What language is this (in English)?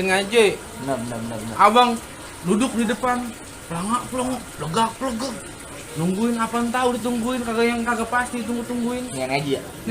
Betawi